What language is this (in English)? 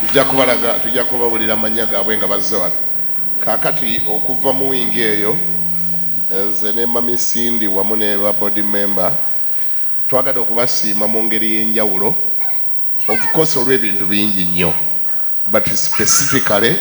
Ganda